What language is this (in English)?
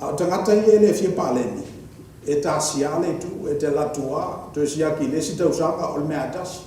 Samoan